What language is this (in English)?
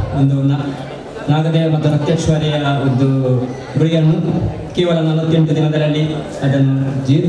Kannada